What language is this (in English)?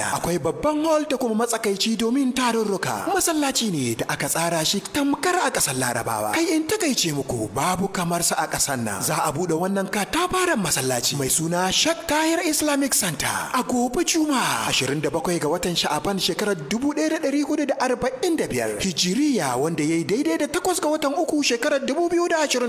Hausa